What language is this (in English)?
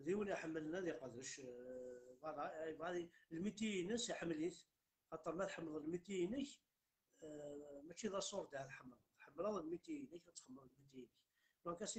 Kabyle